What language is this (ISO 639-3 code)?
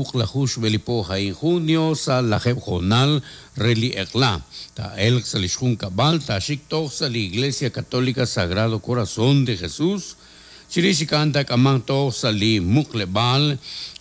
kek